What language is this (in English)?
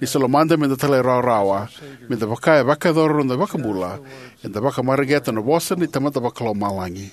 Fijian